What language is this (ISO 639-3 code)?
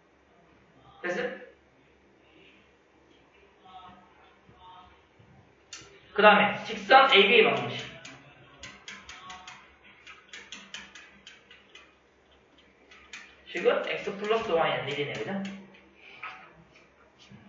kor